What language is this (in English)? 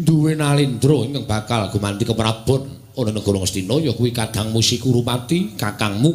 Javanese